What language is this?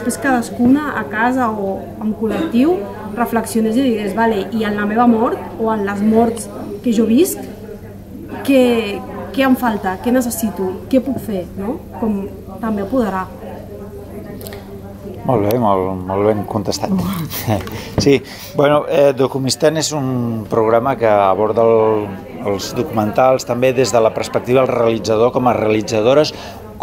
Catalan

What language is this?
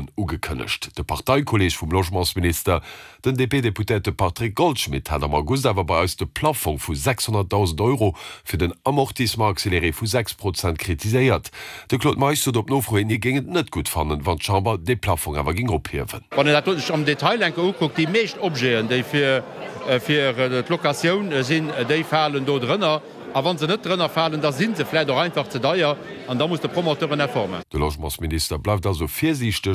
Luxembourgish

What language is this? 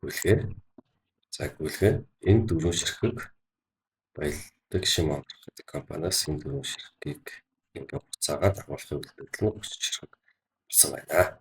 Mongolian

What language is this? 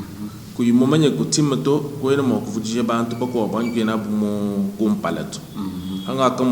Luba-Lulua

